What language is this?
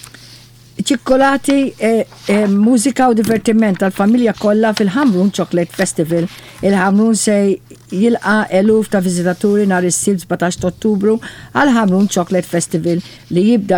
Maltese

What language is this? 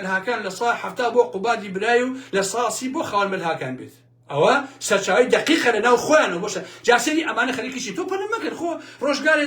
Central Kurdish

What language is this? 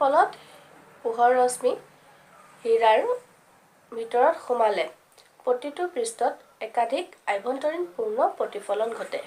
Assamese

